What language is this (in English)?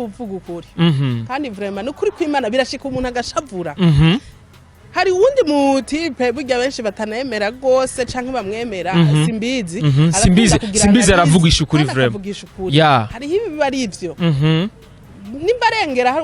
Rundi